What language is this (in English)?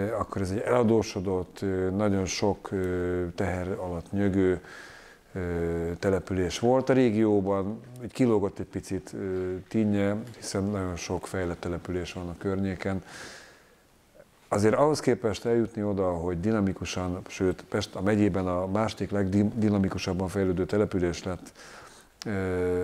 Hungarian